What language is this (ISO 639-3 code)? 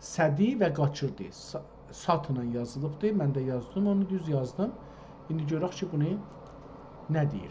azb